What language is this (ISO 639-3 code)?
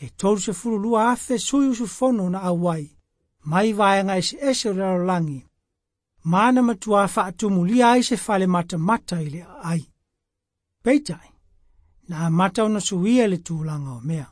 smo